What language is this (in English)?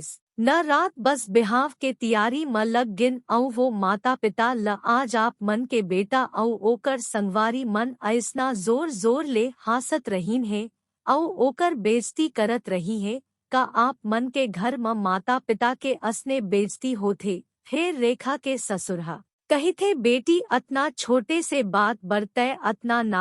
Chhattisgarhi